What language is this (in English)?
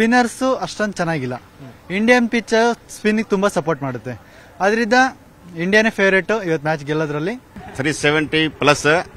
Kannada